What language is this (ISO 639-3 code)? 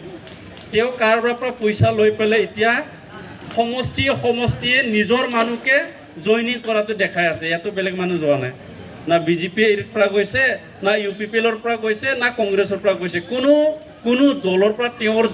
asm